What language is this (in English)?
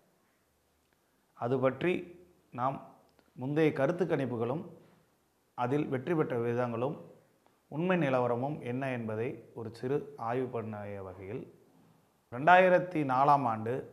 Tamil